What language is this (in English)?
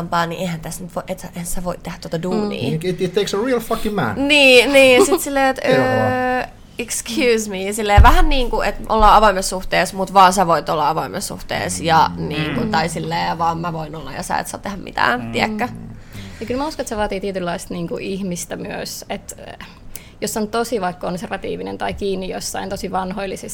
Finnish